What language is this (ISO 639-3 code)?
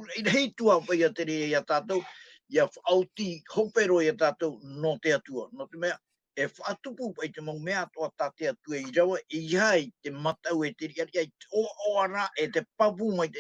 tah